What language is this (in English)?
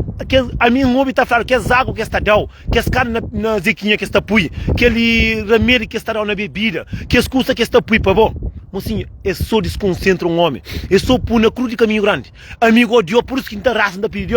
Kabuverdianu